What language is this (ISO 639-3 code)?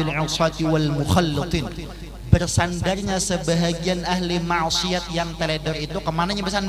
bjn